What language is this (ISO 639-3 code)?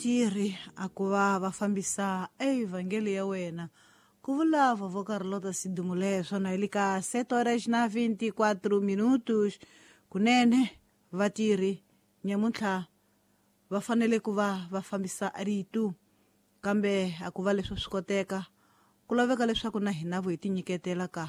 tso